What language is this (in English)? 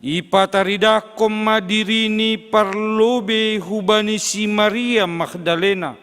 Batak Simalungun